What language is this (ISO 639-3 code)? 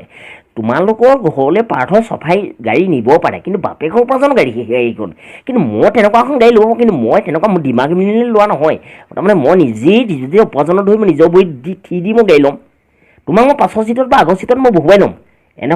asm